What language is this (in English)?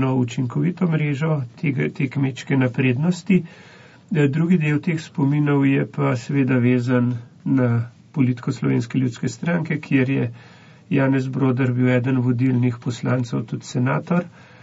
Slovenian